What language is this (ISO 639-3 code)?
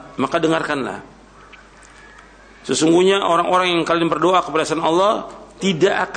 ind